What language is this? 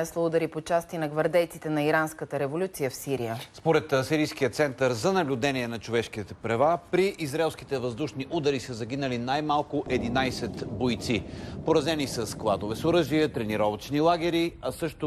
Bulgarian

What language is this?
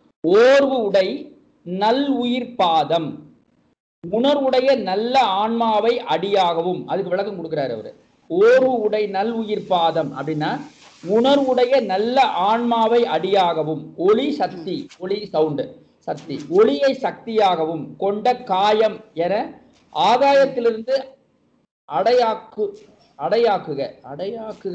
Tamil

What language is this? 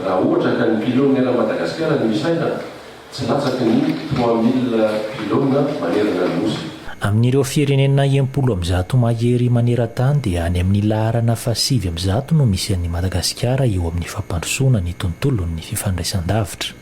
Malagasy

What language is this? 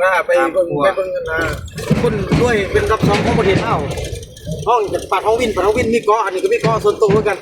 Northeastern Thai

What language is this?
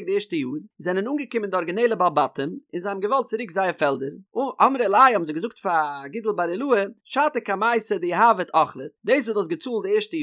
Yiddish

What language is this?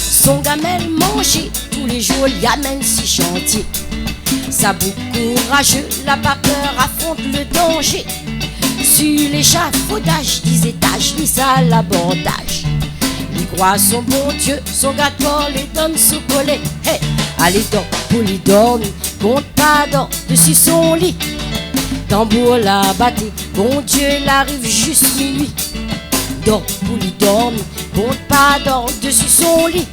Réunion Creole French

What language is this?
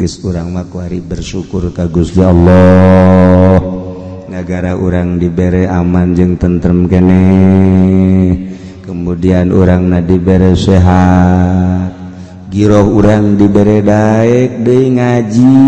Sundanese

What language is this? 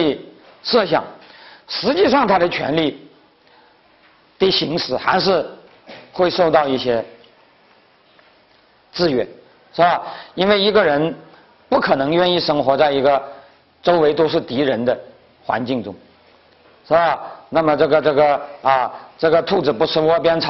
Chinese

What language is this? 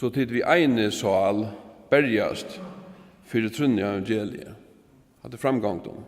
Faroese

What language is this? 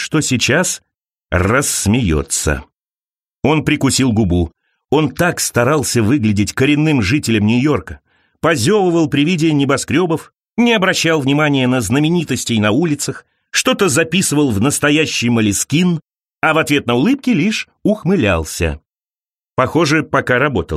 Russian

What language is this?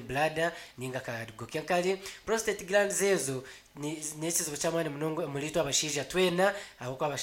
Nyankole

